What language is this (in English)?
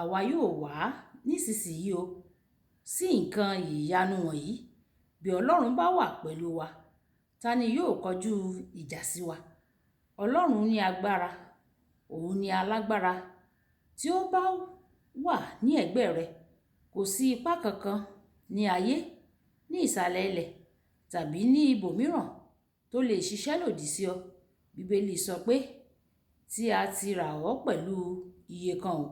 Yoruba